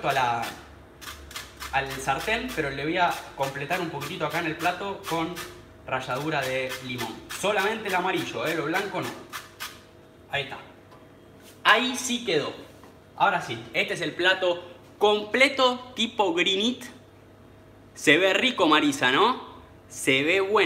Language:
Spanish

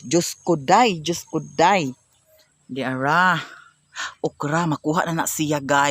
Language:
Cebuano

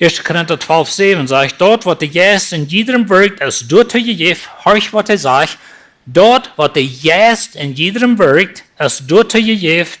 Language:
Plautdietsch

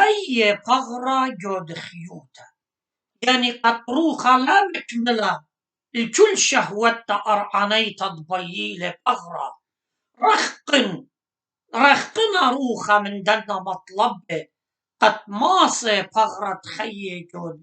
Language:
Assyrian Neo-Aramaic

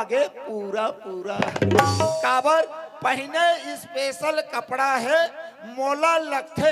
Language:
Chhattisgarhi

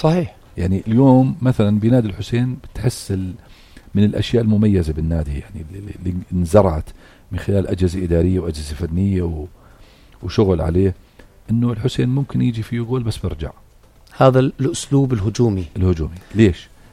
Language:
North Levantine Arabic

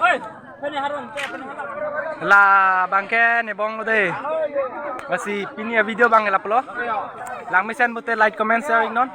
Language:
Karbi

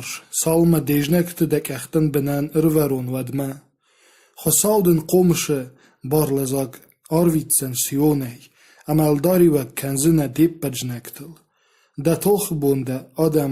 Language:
Ossetic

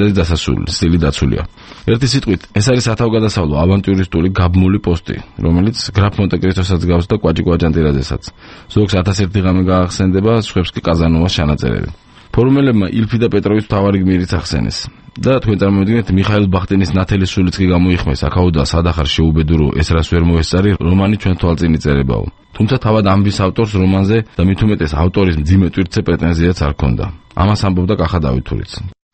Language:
Georgian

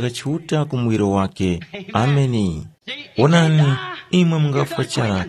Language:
Tumbuka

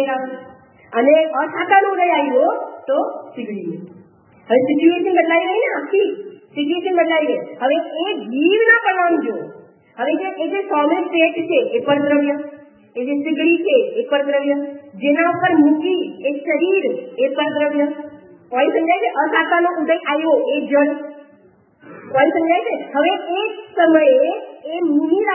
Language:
Gujarati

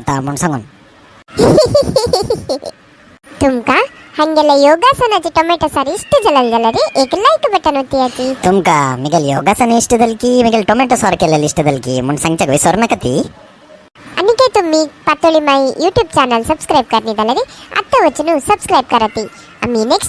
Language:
Konkani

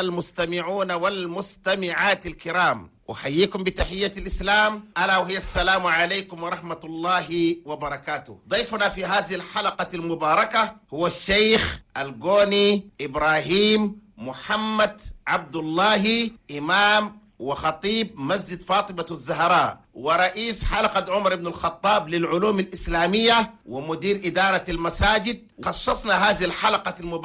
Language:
Chadian Arabic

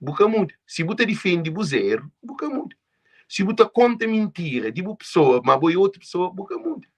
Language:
Kabuverdianu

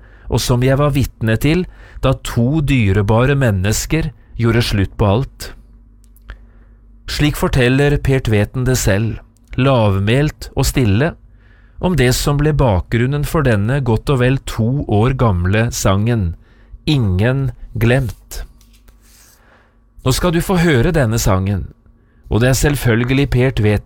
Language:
Norwegian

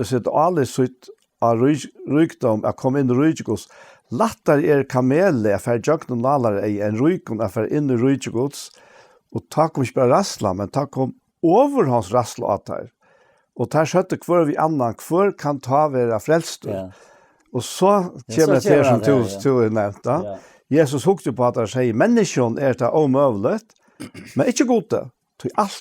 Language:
Faroese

